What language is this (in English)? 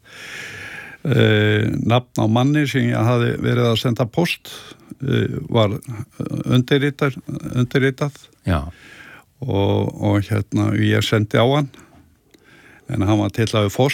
Icelandic